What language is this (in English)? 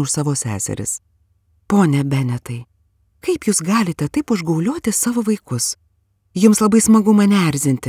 Lithuanian